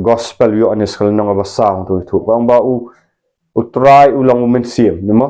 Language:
Khasi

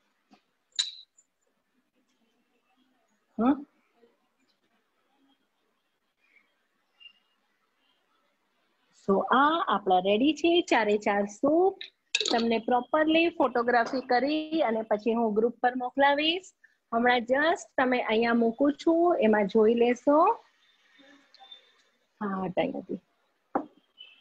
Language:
Gujarati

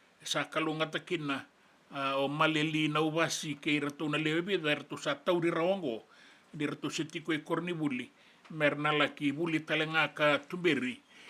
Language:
Fijian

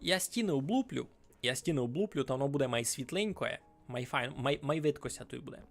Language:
Rusyn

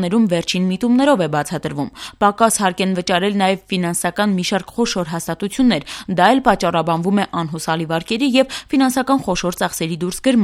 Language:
Armenian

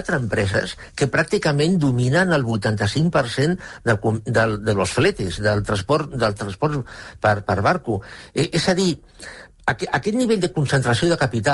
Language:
Catalan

